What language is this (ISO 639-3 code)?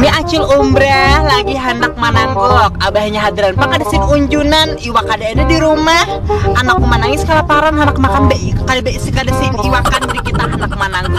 bjn